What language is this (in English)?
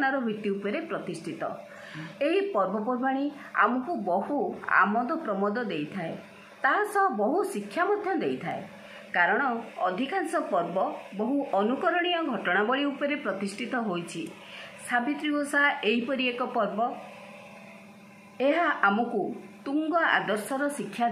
Odia